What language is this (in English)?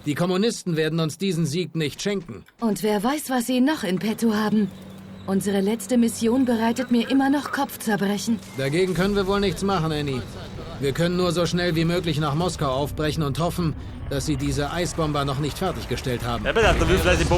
Bavarian